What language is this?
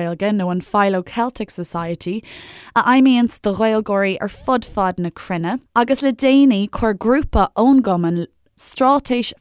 Irish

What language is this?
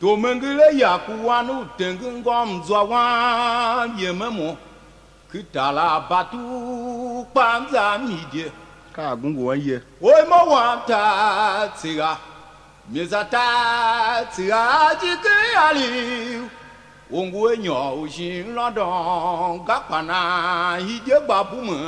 Tiv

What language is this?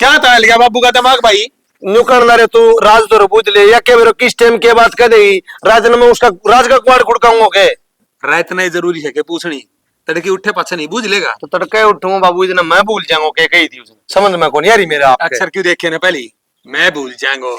Haryanvi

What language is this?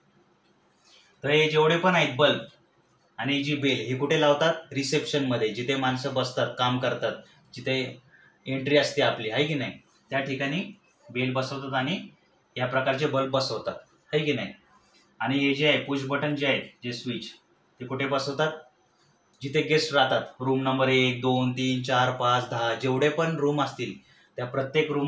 Marathi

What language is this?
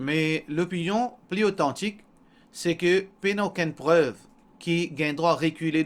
Morisyen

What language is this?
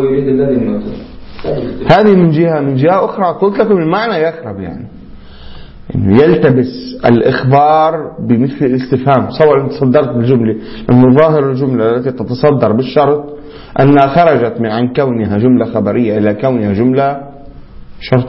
Arabic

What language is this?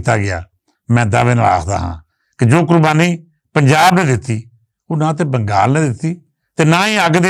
Western Panjabi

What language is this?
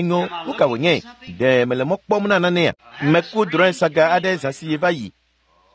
Ewe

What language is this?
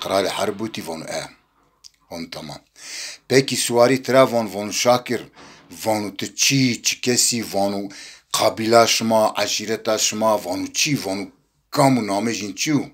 Zaza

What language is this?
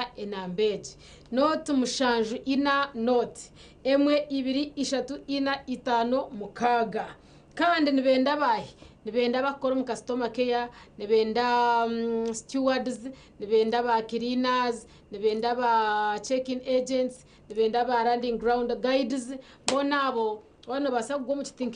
Nyankole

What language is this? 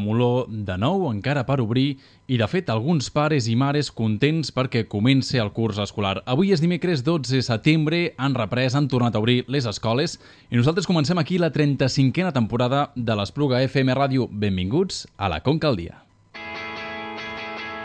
Catalan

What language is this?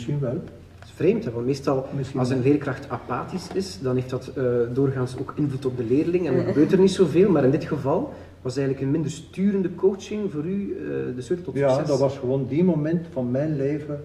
Dutch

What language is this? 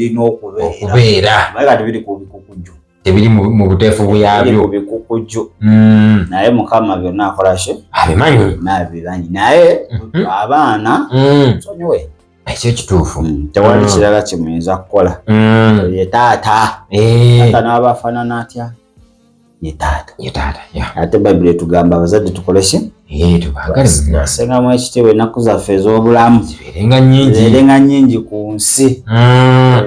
Ganda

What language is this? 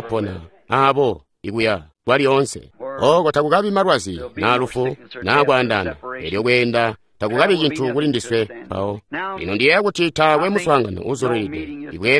Tonga (Zambia)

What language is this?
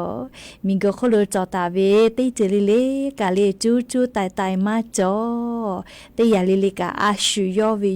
Lahu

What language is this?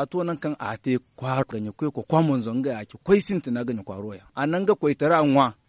Zarma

